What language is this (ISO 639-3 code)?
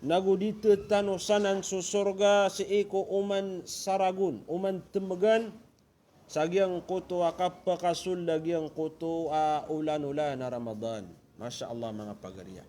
mrw